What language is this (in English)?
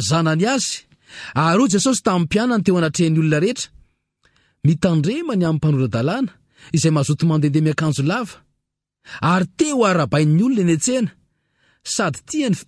Malagasy